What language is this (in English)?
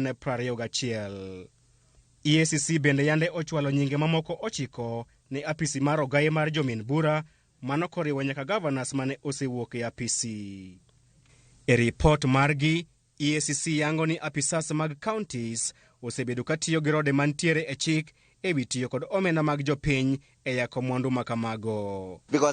Luo (Kenya and Tanzania)